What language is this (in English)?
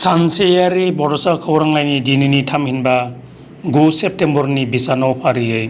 Bodo